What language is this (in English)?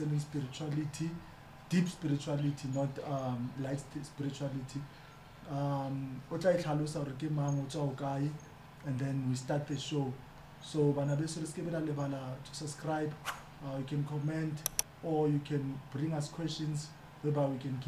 Southern Sotho